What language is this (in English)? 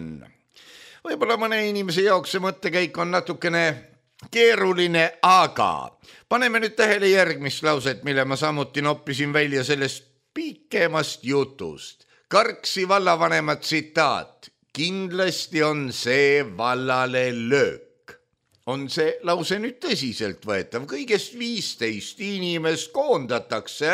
Estonian